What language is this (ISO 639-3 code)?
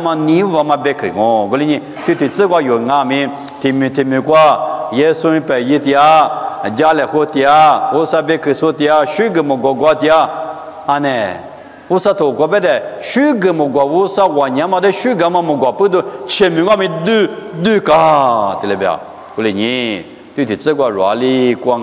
lis